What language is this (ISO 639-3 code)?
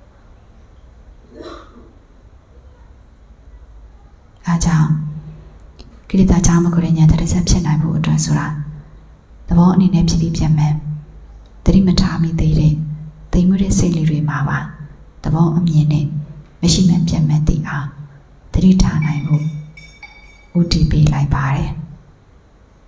mya